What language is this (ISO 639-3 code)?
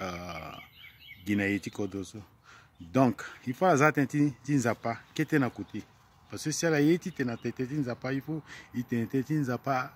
sag